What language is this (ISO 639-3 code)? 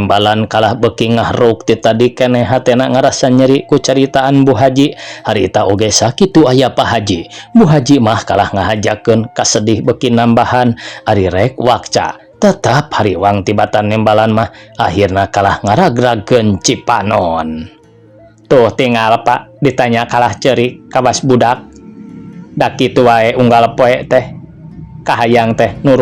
sun